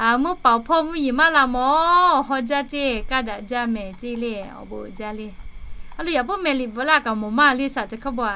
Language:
Lahu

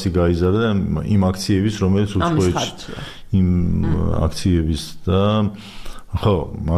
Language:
Georgian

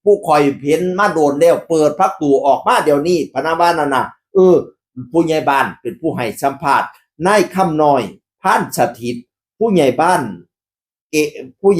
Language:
Northeastern Thai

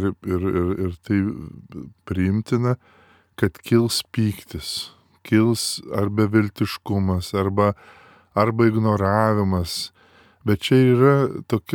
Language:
Lithuanian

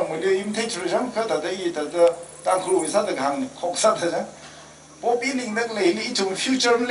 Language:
Tangkhul Naga (India)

